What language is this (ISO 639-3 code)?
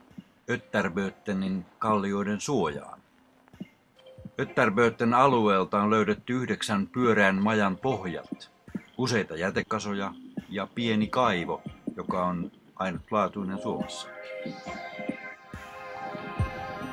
fin